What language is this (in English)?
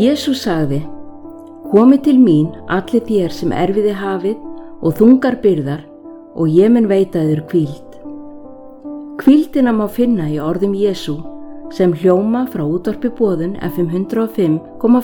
Icelandic